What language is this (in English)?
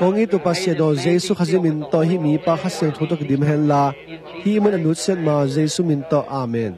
Tedim Chin